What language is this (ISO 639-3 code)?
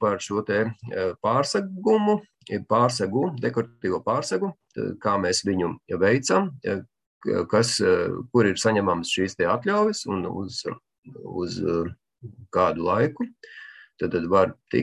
lav